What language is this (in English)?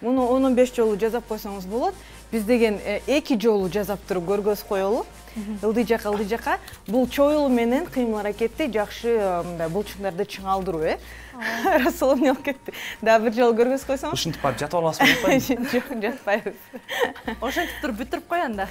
Kyrgyz